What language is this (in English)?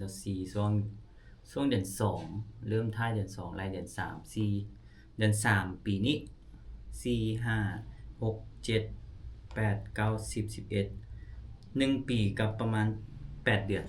Lao